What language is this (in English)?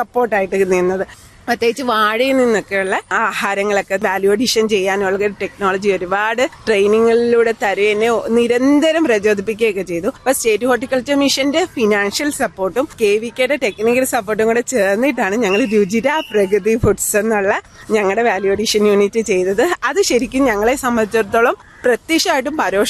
Malayalam